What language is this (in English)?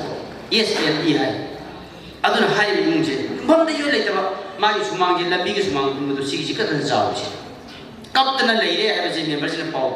Manipuri